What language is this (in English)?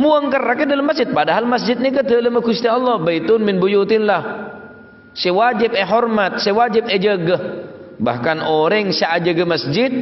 Madurese